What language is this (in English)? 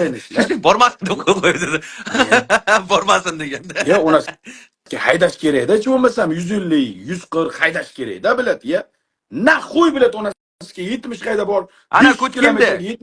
Uzbek